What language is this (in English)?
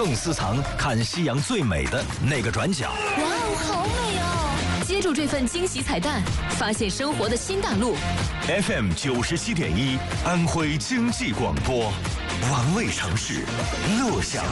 Chinese